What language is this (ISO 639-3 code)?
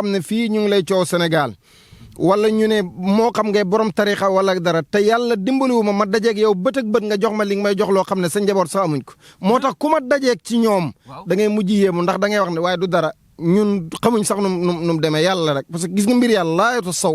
wol